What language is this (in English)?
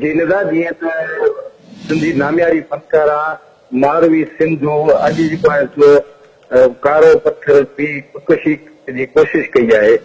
Sindhi